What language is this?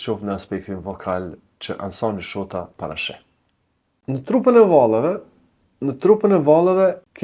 Albanian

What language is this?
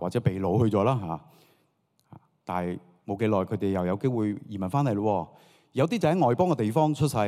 Cantonese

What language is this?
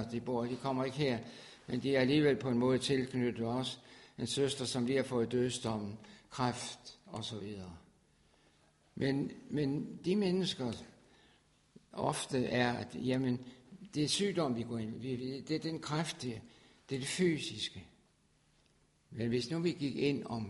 Danish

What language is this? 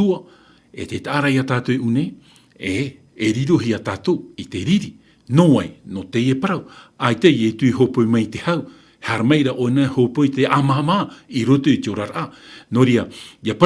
Tahitian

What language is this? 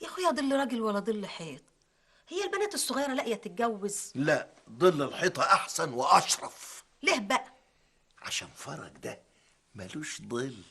Egyptian Arabic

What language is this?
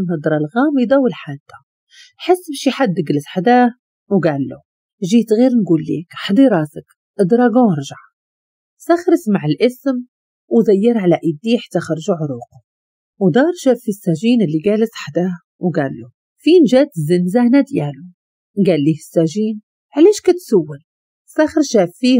Moroccan Arabic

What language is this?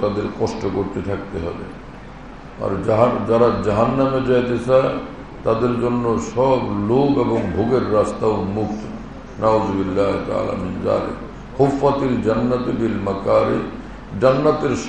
Bangla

